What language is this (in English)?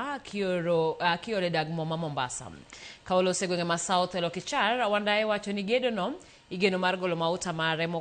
Luo (Kenya and Tanzania)